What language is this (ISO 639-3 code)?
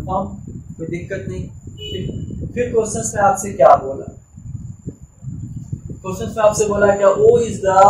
hin